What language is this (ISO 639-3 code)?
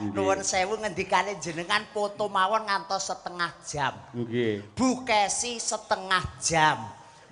jav